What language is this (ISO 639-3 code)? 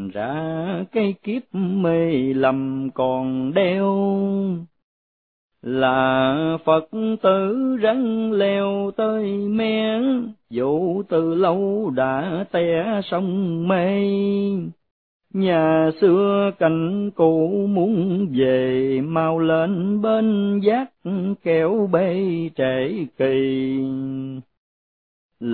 vie